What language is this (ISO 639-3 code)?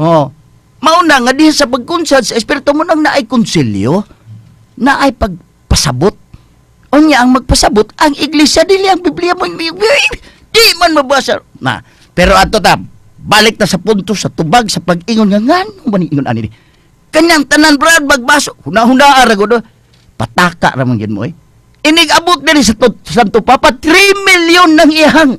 ceb